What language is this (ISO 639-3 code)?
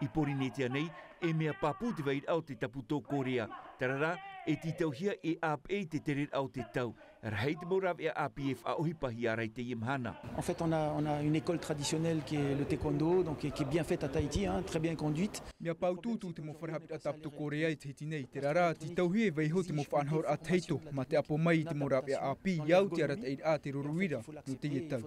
tah